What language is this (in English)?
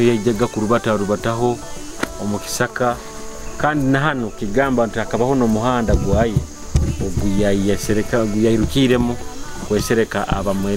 Nyoro